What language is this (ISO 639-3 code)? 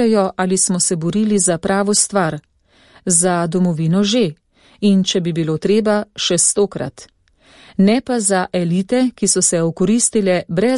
slv